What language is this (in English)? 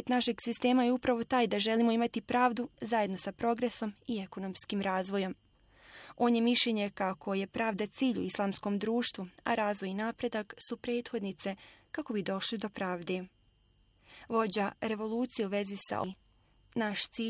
Bosnian